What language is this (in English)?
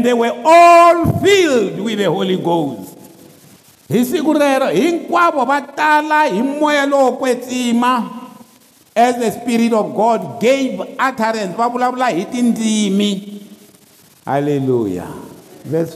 Tsonga